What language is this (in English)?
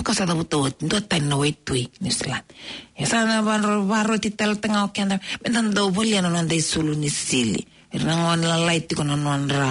Fijian